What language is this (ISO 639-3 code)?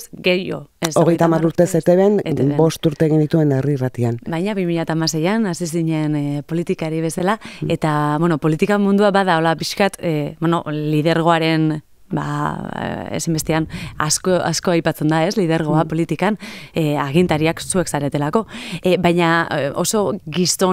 eus